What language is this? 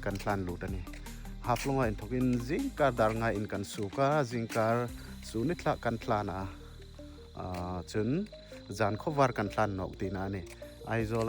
Hmar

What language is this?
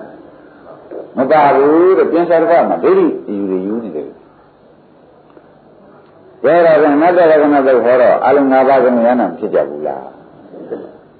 Burmese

